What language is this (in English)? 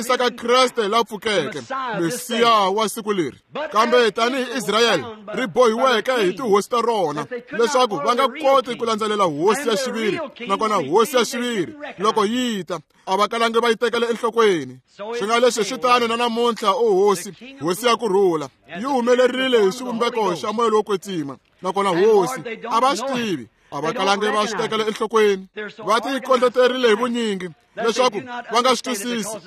Tsonga